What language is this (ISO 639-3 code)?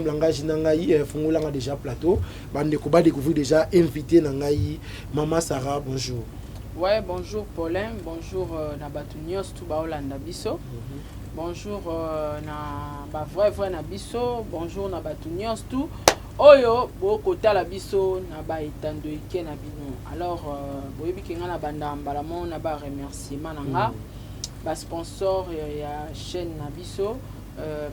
lin